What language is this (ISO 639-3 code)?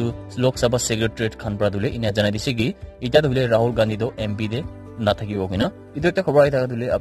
nag